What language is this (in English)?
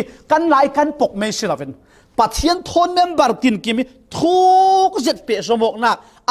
Falam Chin